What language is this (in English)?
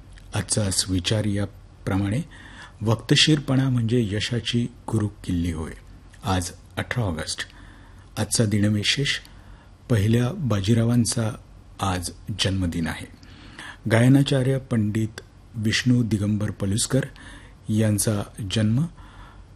Marathi